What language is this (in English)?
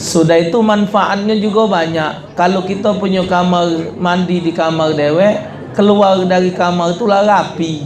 Musi